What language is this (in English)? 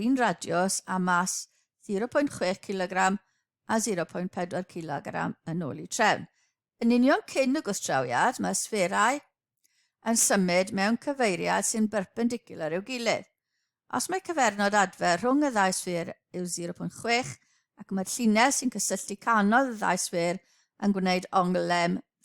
Welsh